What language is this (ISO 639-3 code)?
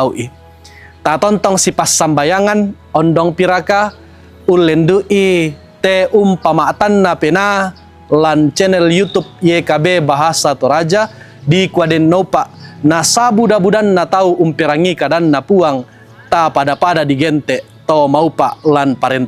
sda